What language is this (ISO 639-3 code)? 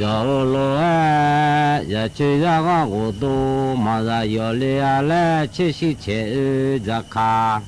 ahk